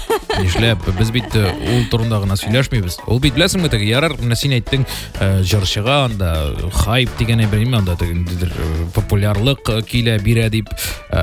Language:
Tatar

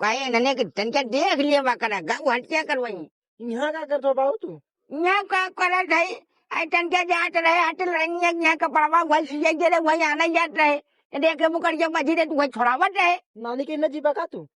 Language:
Bhojpuri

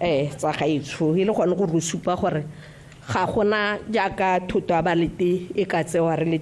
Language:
Tswana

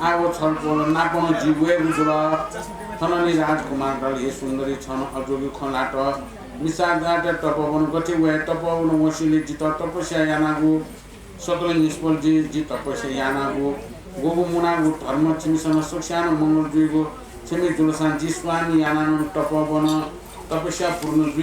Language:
Newari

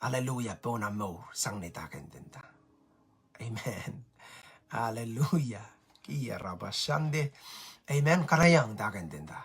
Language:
Pohnpeian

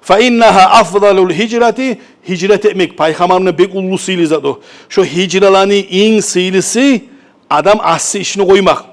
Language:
Kumyk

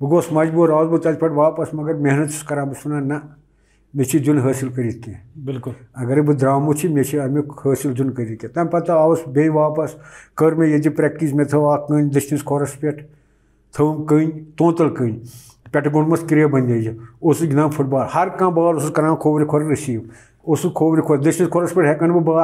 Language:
Kashmiri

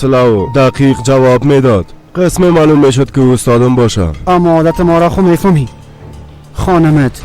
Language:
Persian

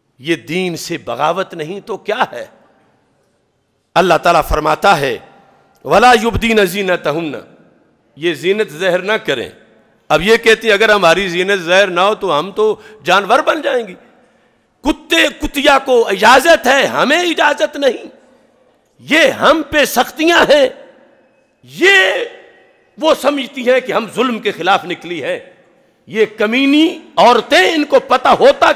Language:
Urdu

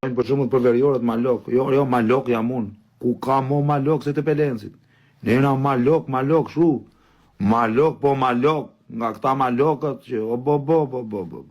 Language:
Albanian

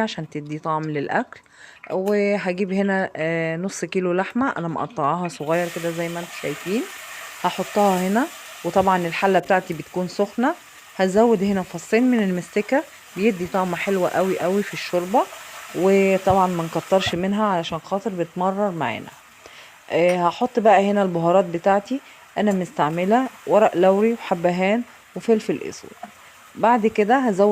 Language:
Egyptian Arabic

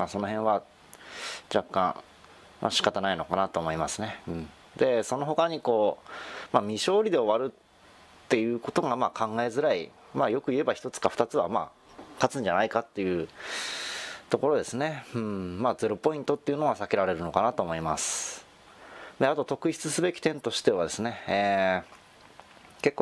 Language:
Japanese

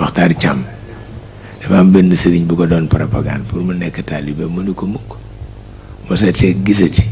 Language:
Wolof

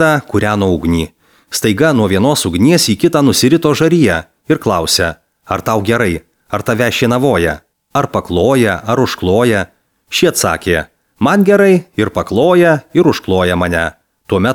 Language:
Lithuanian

